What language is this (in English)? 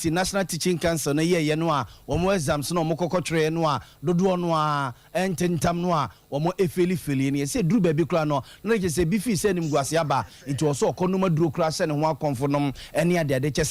Akan